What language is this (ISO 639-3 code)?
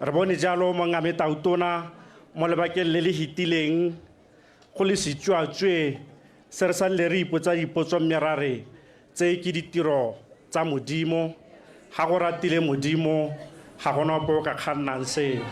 tsn